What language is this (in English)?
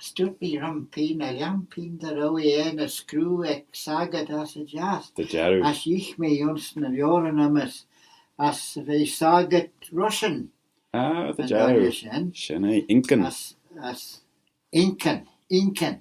Manx